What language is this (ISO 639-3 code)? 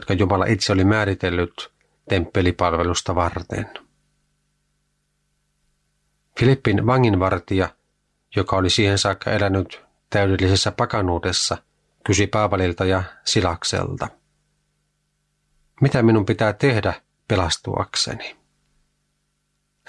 fin